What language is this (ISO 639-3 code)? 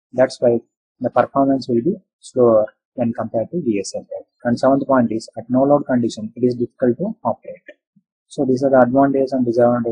eng